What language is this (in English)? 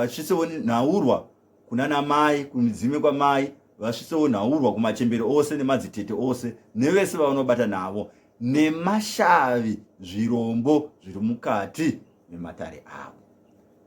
Shona